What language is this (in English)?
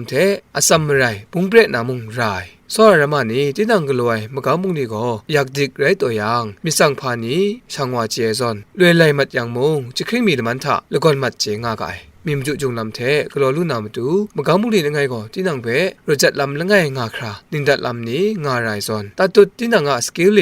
Kachin